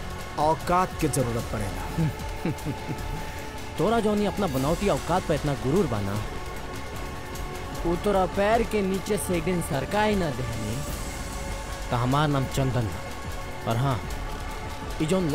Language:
Bhojpuri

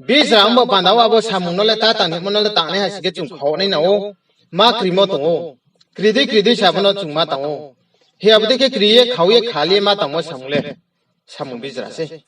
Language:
Riang (India)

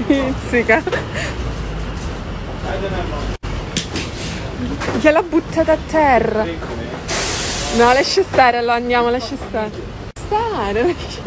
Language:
Italian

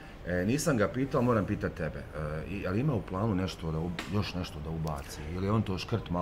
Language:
Bosnian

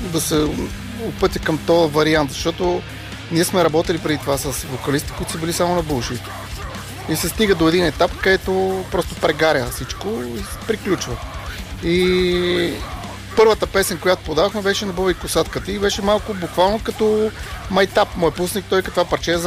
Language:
Bulgarian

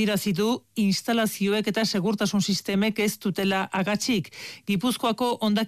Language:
Basque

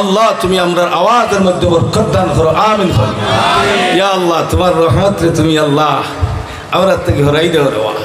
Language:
Sylheti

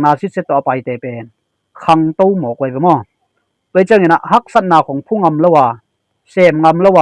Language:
Tedim Chin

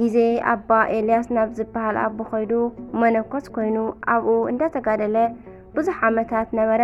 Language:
Tigrinya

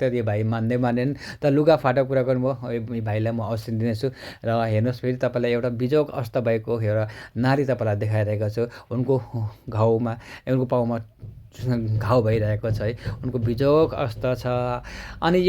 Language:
Nepali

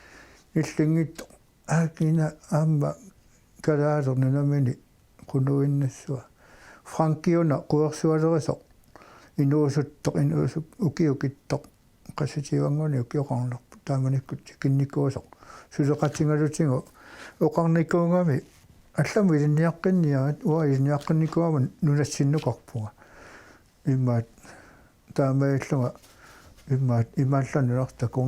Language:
Kalaallisut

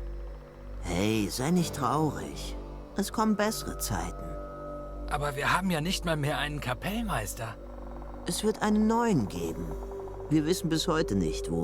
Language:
Swiss German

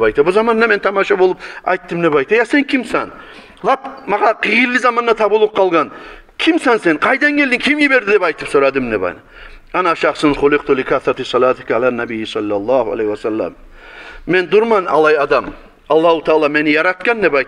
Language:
Kumyk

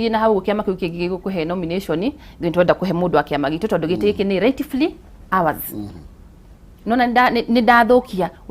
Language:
Kikuyu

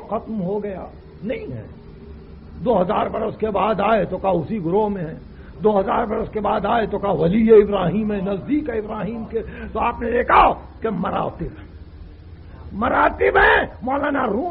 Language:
Urdu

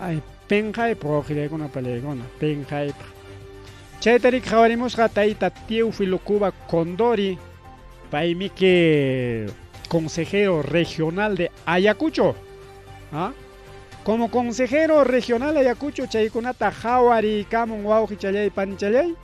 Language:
Ayacucho Quechua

